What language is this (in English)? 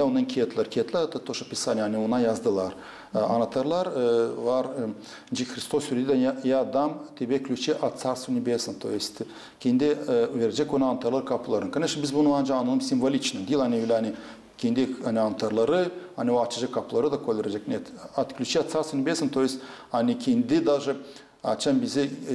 Gagauz